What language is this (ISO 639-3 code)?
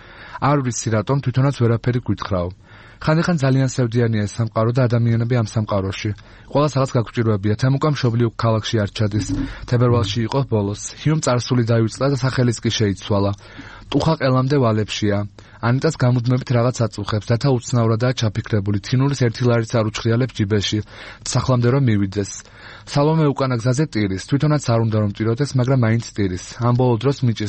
kat